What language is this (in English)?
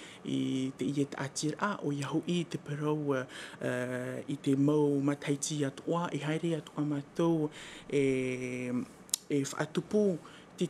Tahitian